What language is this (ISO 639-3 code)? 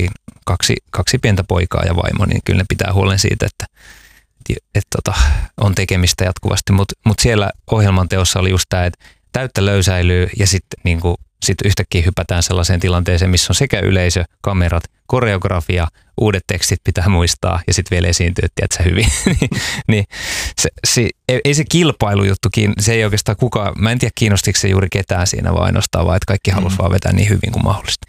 fin